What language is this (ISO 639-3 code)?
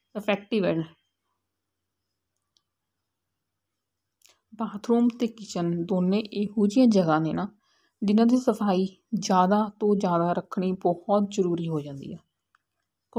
pan